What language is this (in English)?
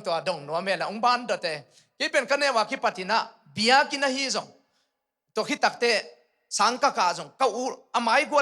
Tedim Chin